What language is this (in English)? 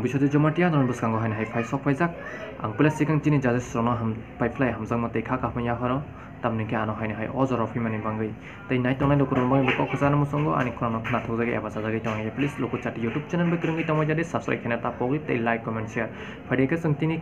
Kok Borok